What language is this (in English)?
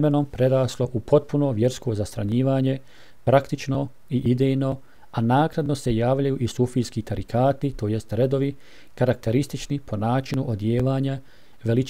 Bosnian